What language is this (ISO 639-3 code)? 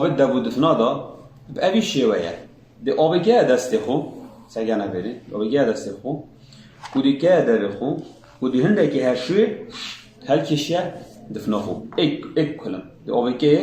kur